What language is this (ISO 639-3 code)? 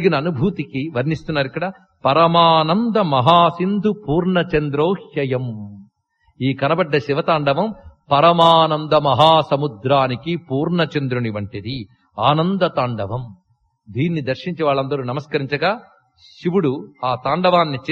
tel